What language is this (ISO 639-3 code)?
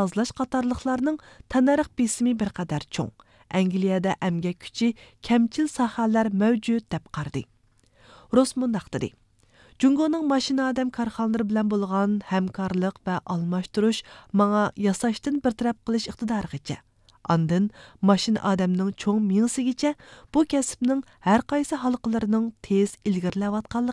uig